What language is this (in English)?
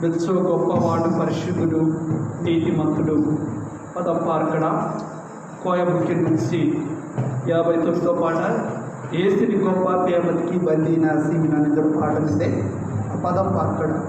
Koya